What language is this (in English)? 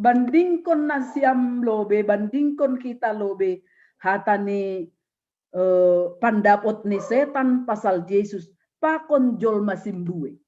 Batak Simalungun